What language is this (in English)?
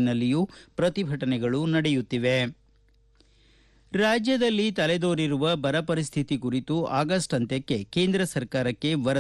Kannada